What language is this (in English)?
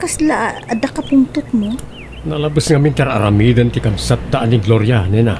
Iloko